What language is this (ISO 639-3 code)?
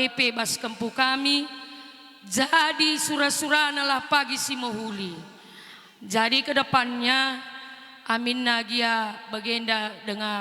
btx